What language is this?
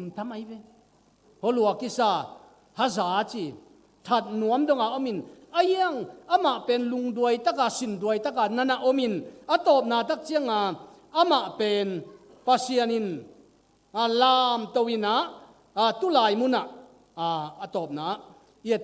Tedim Chin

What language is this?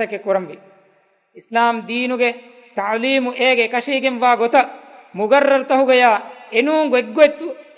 Divehi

